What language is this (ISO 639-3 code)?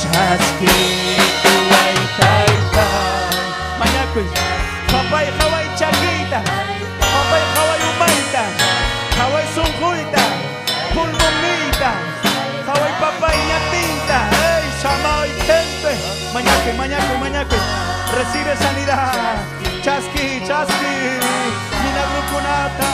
quy